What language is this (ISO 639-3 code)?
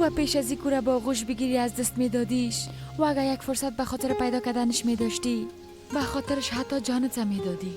fas